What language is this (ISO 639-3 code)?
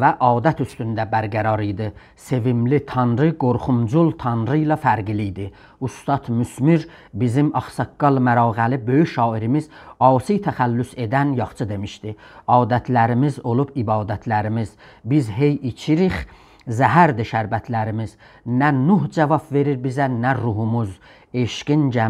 azb